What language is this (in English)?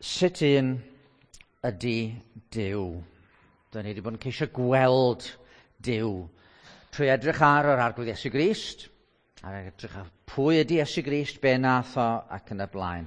Welsh